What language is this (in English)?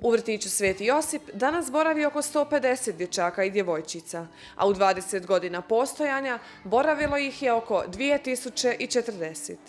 Bosnian